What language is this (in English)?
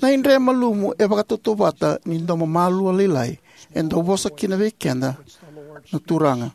Fijian